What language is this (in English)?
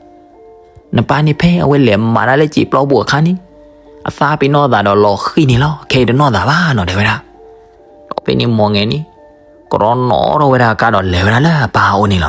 S'gaw Karen